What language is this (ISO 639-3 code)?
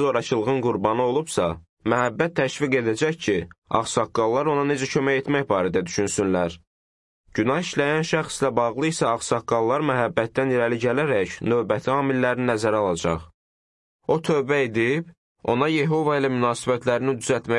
aze